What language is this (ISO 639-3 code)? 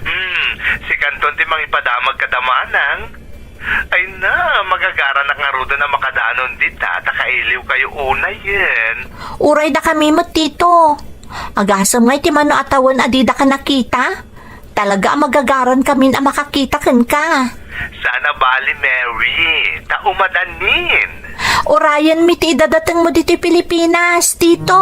ilo